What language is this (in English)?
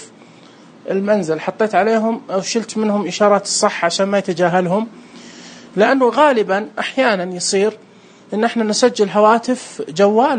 Najdi Arabic